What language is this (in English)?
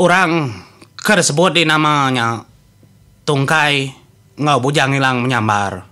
Iban